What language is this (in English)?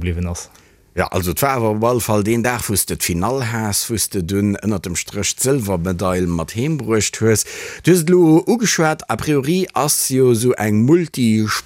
Luxembourgish